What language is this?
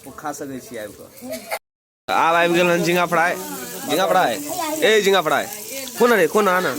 Maithili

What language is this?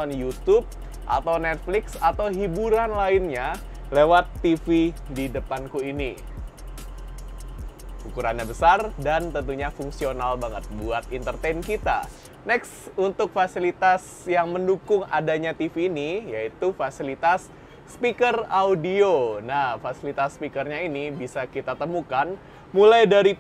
Indonesian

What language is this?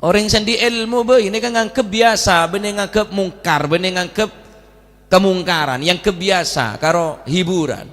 Madurese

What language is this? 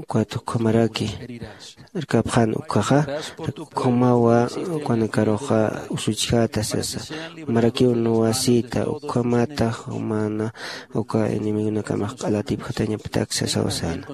Aymara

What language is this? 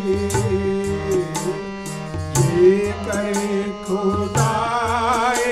Punjabi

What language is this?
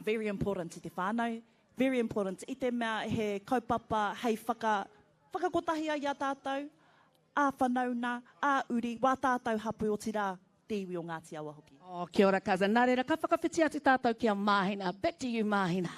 Māori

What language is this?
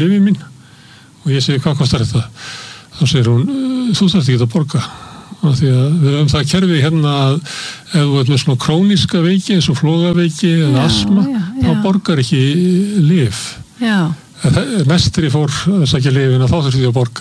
Icelandic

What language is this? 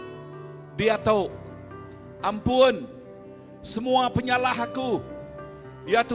Iban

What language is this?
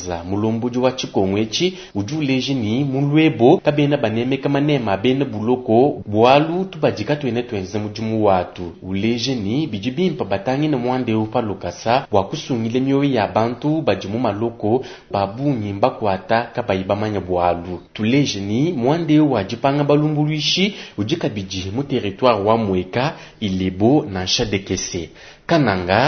Luba-Lulua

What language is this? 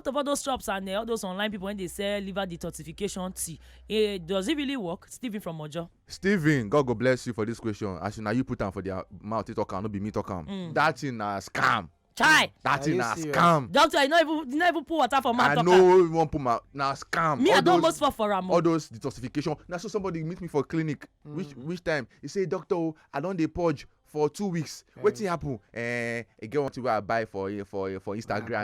Nigerian Pidgin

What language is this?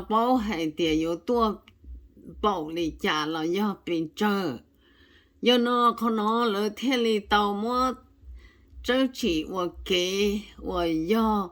Hmong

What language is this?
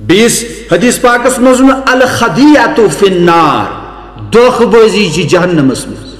Kashmiri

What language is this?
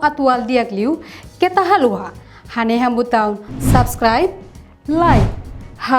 Tetum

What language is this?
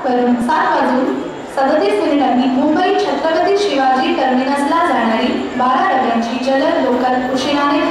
Marathi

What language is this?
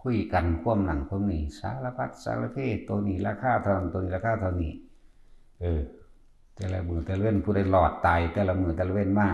Northeastern Thai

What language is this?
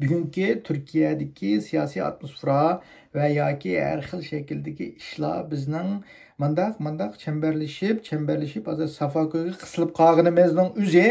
Uyghur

